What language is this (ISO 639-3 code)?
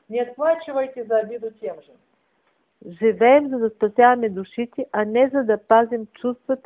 bul